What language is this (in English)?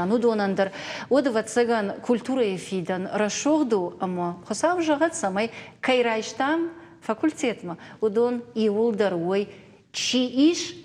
Ossetic